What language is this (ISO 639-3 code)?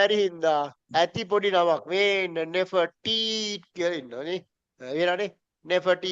sin